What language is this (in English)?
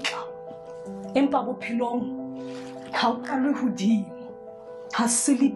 Southern Sotho